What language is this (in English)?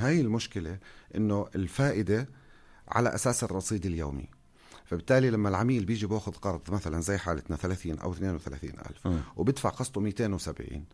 North Levantine Arabic